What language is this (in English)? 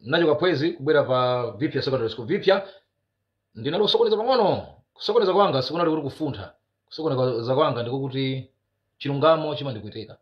Nyanja